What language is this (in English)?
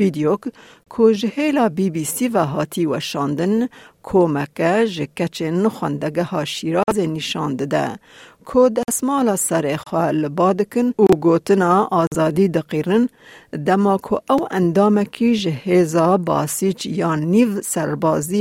Kurdish